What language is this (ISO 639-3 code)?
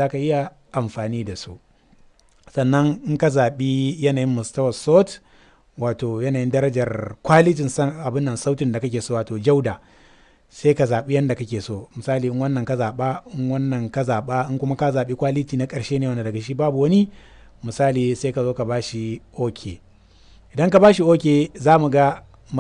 hau